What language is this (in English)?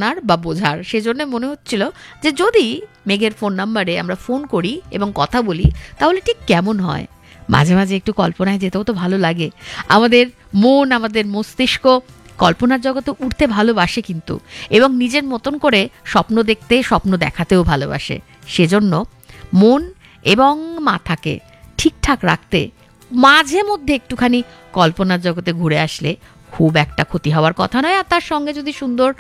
Bangla